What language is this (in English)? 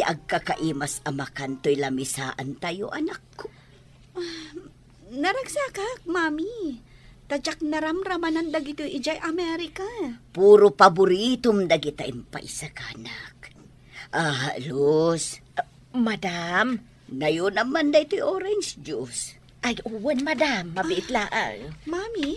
Iloko